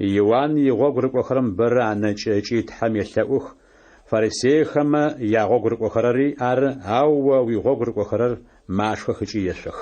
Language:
Adyghe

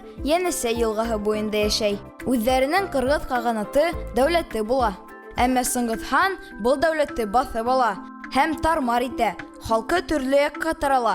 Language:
Bashkir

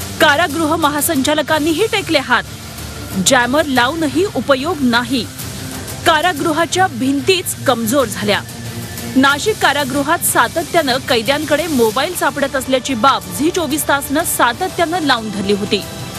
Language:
Marathi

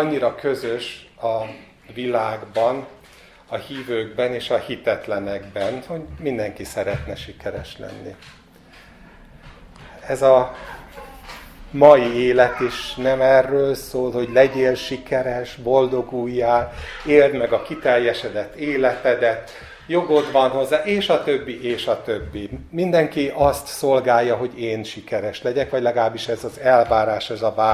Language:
Hungarian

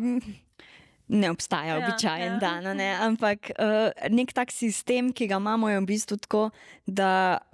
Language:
Slovenian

